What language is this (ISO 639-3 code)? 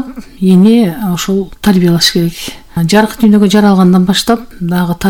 kir